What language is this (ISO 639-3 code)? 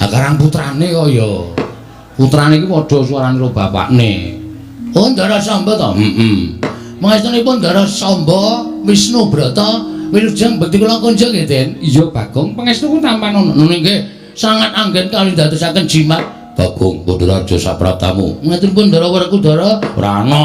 jav